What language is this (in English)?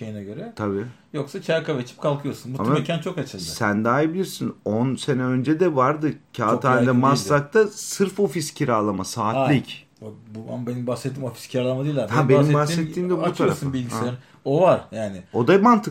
Turkish